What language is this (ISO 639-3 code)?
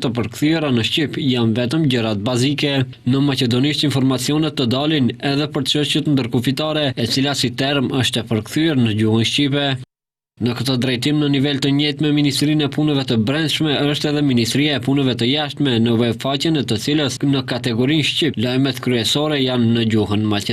sqi